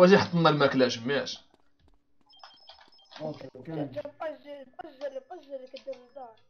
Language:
Moroccan Arabic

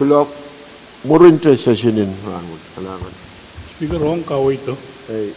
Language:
Pohnpeian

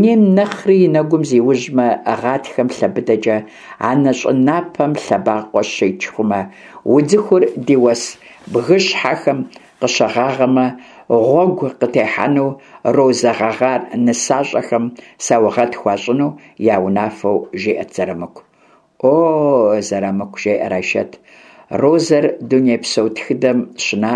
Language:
Kabardian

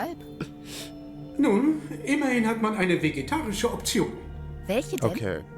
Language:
Swiss German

